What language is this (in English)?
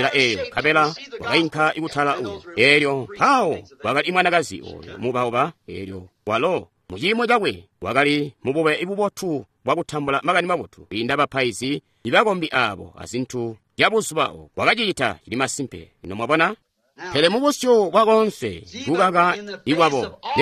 Tonga (Zambia)